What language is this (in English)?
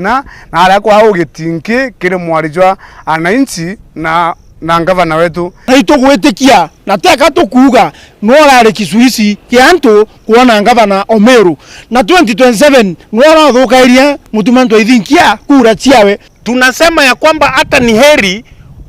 Meru